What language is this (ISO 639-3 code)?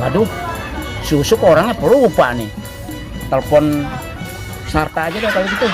bew